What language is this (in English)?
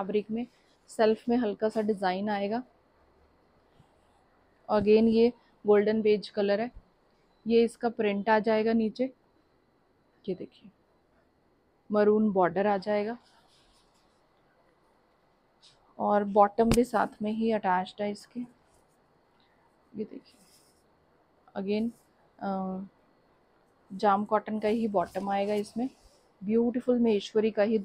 Hindi